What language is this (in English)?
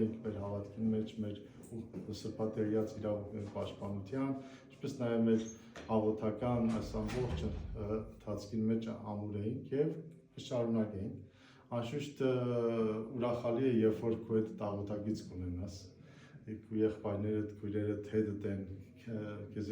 Western Armenian